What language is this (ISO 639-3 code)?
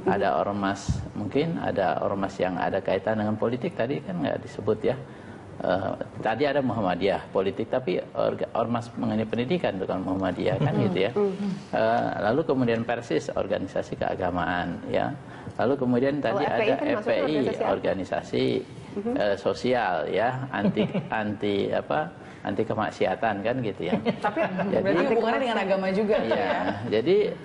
ind